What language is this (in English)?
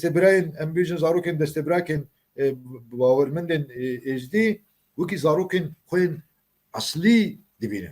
Kurdish